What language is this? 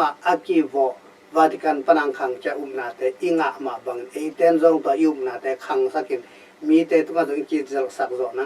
Tedim Chin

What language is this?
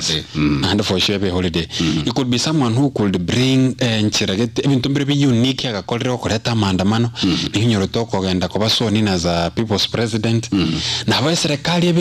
Gusii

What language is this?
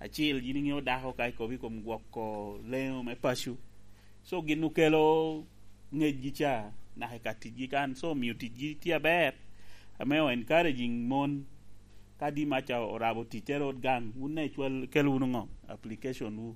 Lango (Uganda)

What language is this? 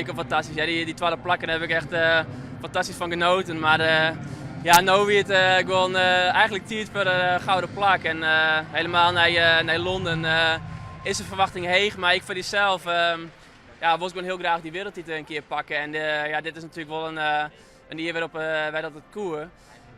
Western Frisian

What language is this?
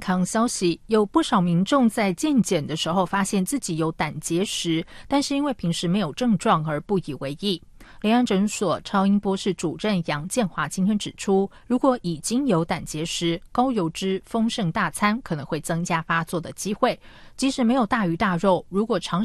Chinese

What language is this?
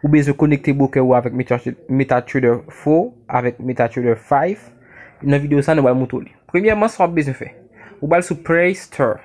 Haitian Creole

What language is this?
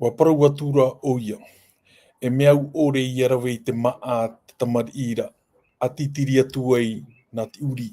Tahitian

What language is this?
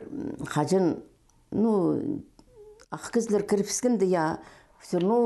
Khakas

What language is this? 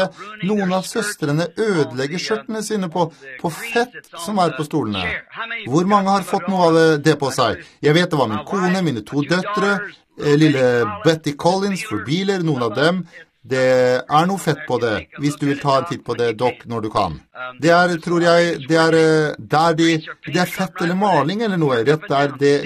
Norwegian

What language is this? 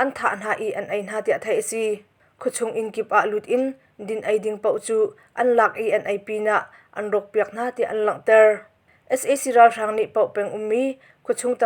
Hakha Chin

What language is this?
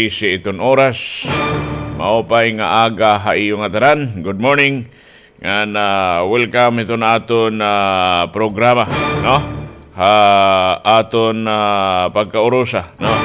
Waray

